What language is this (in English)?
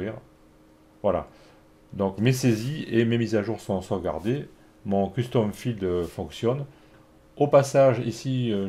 French